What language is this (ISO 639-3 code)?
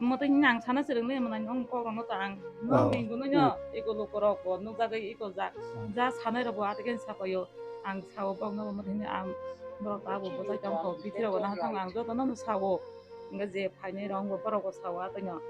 trp